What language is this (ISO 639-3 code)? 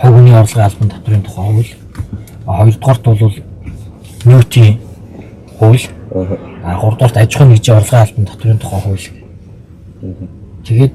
mon